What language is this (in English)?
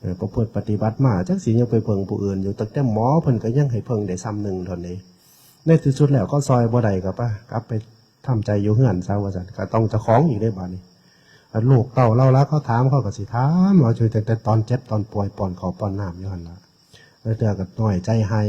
Northeastern Thai